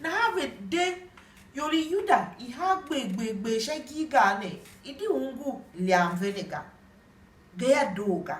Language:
Tiv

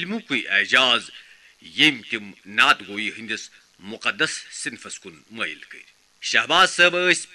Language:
Kashmiri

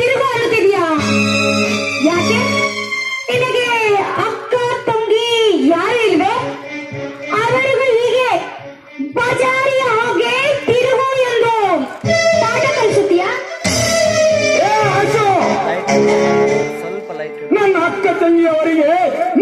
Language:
Kannada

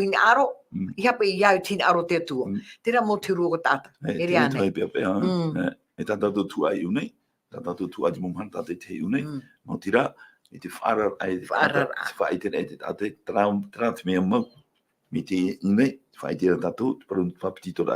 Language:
Tahitian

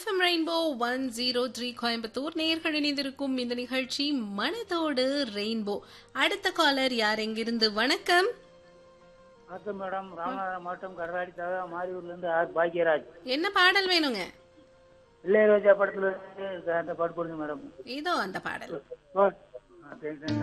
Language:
Tamil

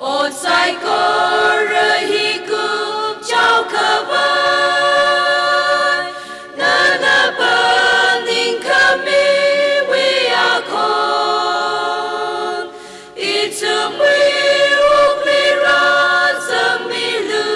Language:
Tangkhul Naga (India)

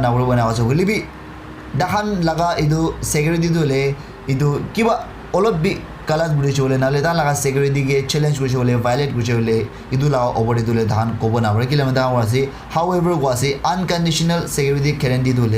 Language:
Naga Pidgin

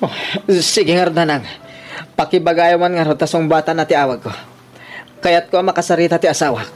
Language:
Iloko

